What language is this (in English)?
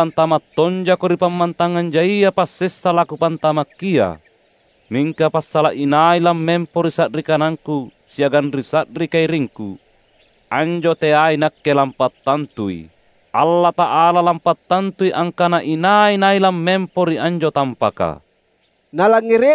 Makasar